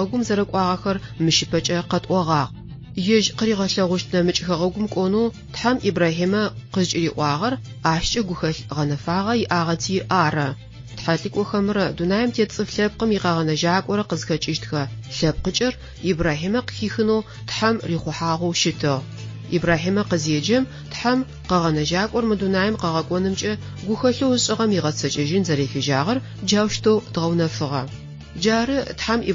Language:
Adyghe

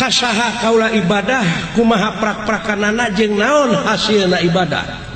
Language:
Sundanese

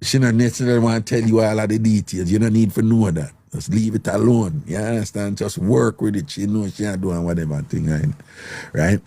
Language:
Jamaican Creole English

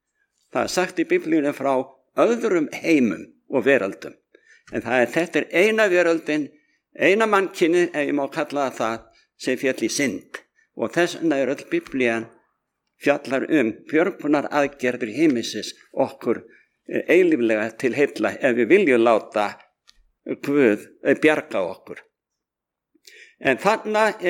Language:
Icelandic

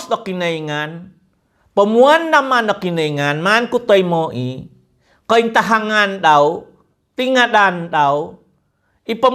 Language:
Central Dusun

